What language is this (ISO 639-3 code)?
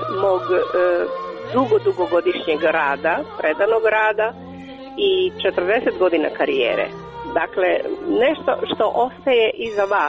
hrv